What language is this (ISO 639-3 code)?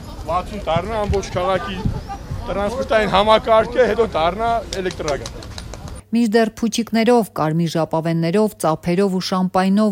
hye